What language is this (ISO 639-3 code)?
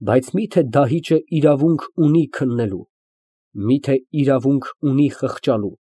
hye